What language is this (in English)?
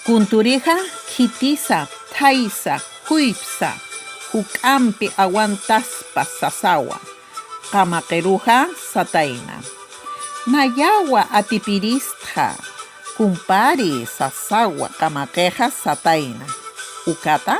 Aymara